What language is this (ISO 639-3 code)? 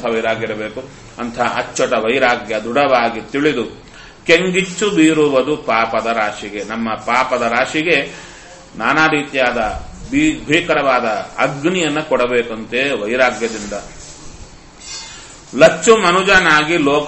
kan